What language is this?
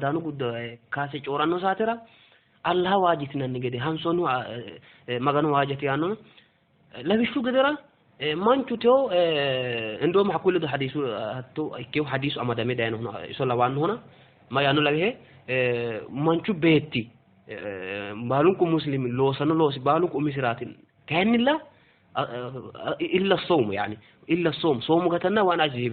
Sidamo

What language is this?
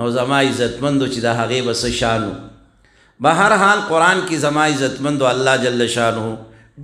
Pashto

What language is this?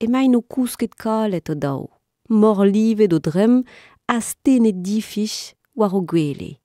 Breton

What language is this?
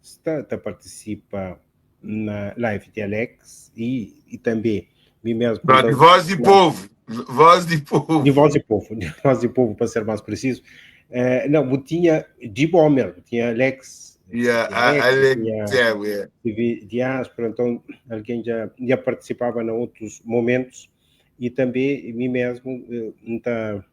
Kabuverdianu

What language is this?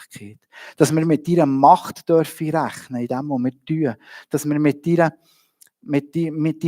Swiss German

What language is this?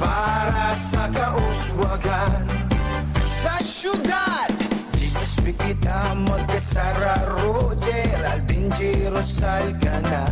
Bikol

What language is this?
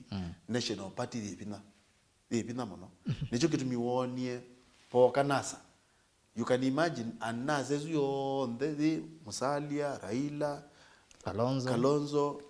Kamba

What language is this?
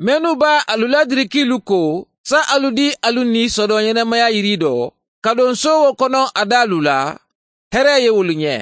Mandingo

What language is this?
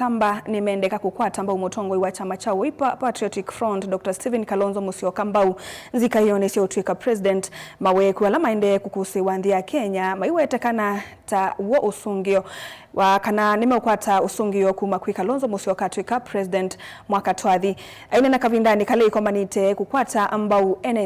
Kamba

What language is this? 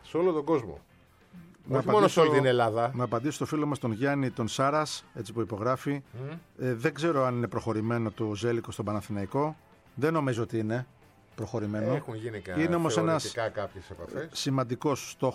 Greek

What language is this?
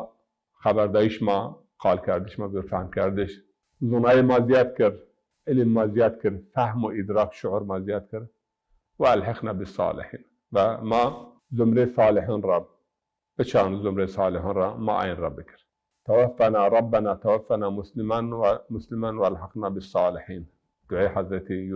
Zaza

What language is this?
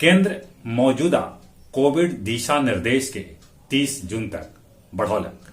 Magahi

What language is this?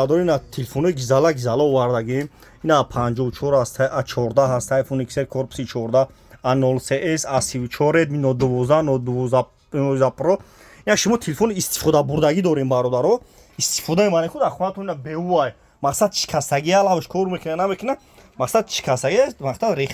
Tajik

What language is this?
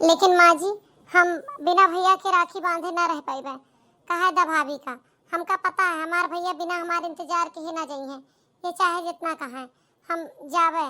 Awadhi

